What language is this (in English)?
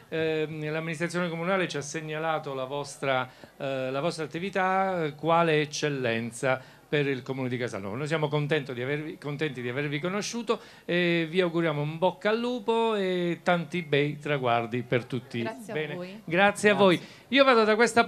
Italian